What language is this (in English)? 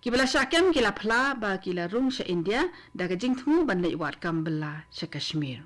Khasi